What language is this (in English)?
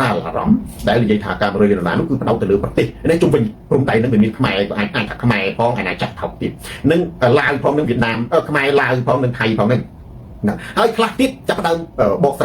Khmer